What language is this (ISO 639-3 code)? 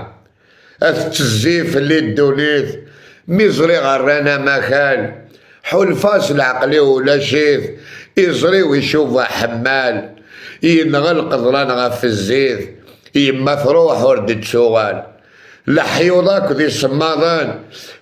kab